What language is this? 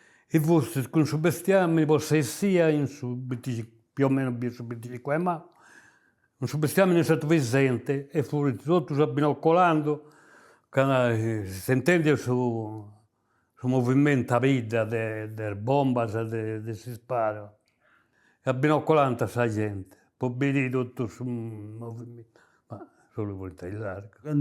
Sardinian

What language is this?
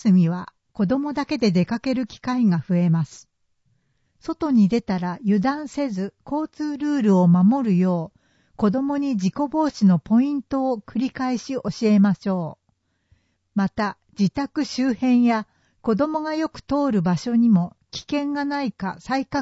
Japanese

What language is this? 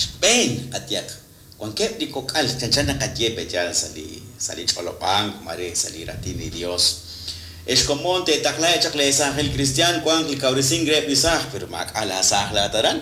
Kekchí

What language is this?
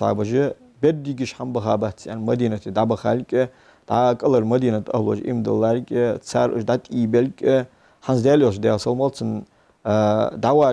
Ingush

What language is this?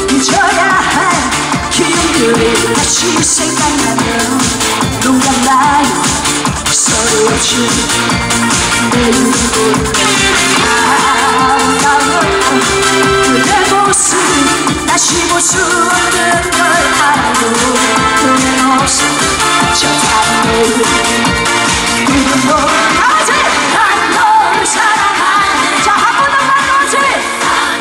Korean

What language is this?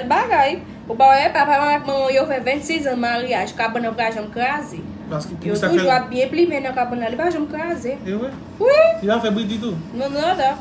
Haitian Creole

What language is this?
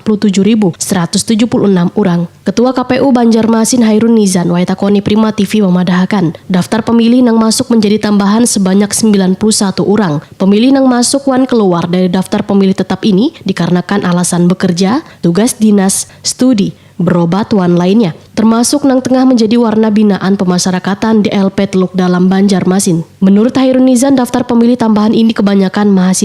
Banjar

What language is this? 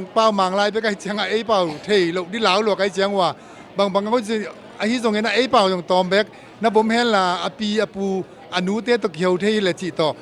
Tedim Chin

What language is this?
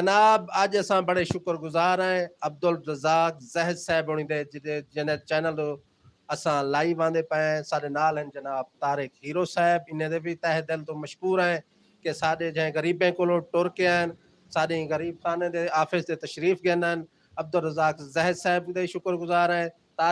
Saraiki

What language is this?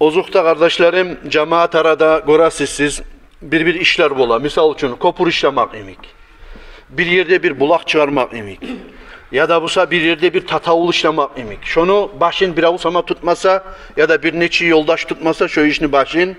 Kumyk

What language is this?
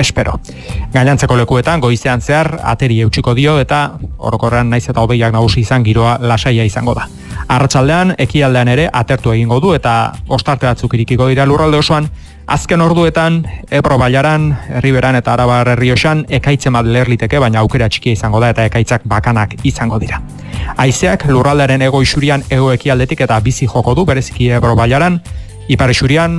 Basque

